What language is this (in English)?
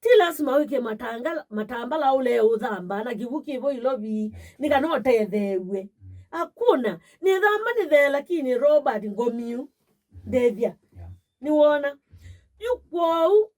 Kamba